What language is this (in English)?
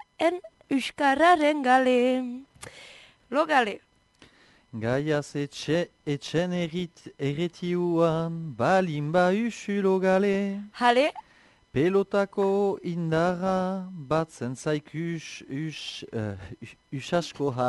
Basque